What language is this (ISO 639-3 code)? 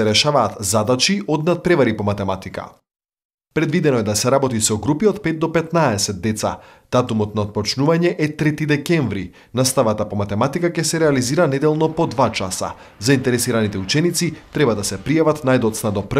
mkd